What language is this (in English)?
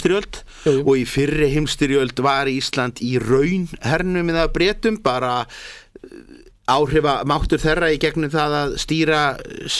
Icelandic